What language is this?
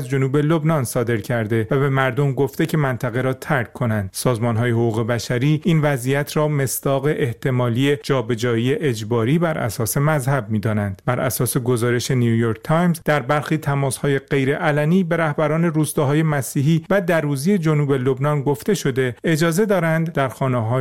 Persian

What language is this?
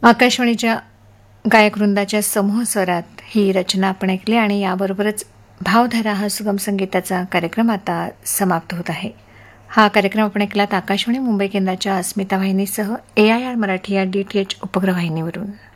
Marathi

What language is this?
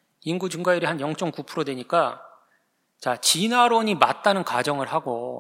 Korean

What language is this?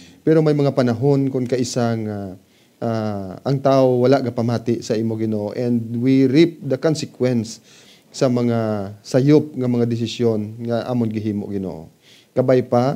Hiligaynon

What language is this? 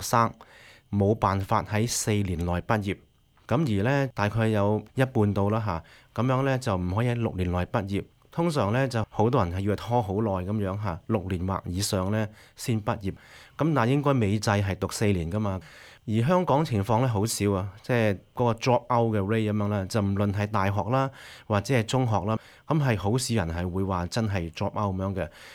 Cantonese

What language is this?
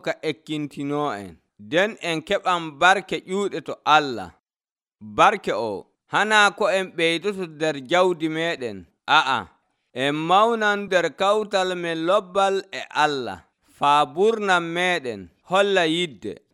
Nigerian Fulfulde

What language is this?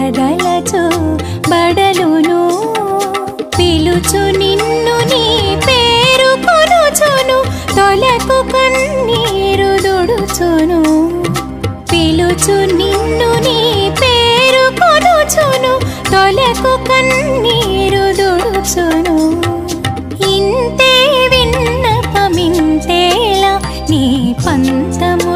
Telugu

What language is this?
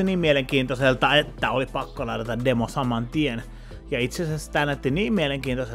Finnish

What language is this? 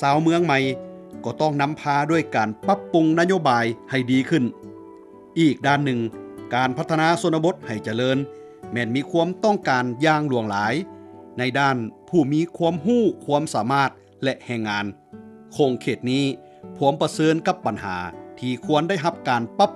Lao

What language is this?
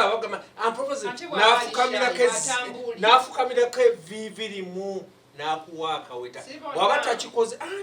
Ganda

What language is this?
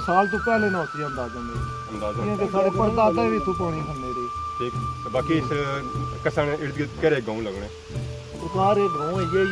Pahari-Potwari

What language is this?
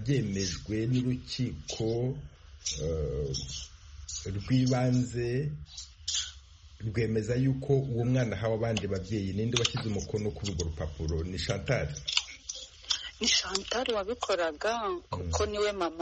Kinyarwanda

